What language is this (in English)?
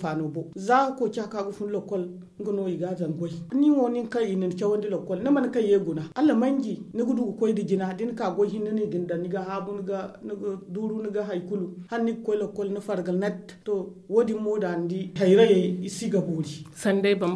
Zarma